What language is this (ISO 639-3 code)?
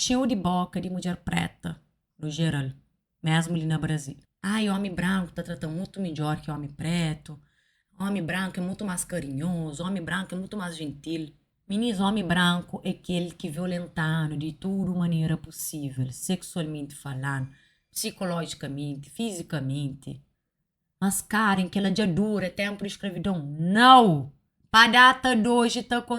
kea